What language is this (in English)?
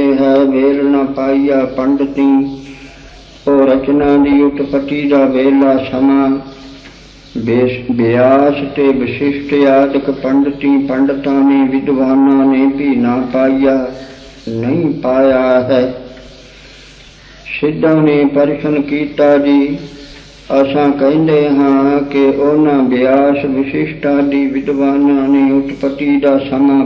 Punjabi